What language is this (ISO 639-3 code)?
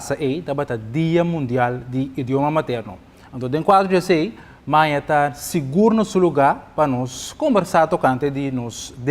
pap